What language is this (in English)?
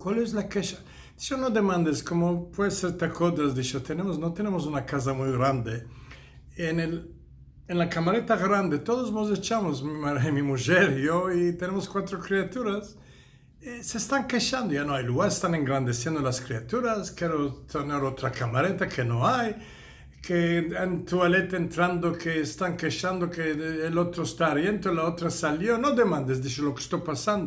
Ladino